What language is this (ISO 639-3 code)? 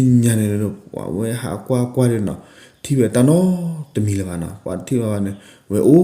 ksw